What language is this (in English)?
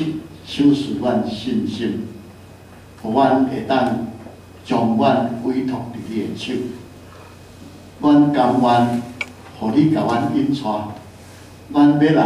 Min Nan Chinese